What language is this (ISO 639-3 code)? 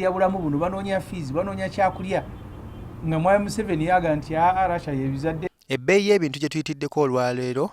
lug